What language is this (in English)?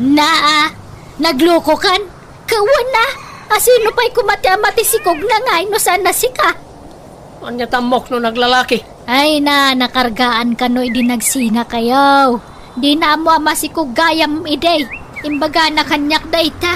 Iloko